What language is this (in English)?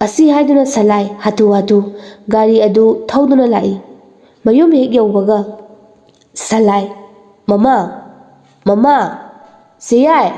Manipuri